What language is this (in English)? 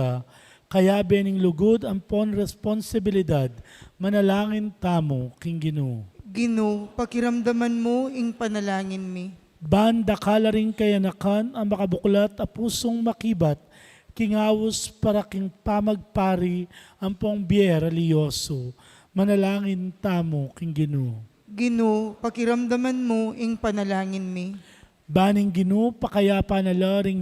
Pampanga